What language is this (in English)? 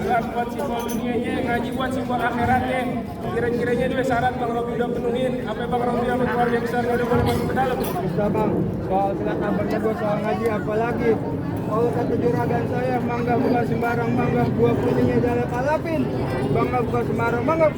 Betawi